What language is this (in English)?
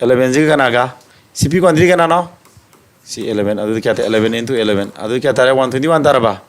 Manipuri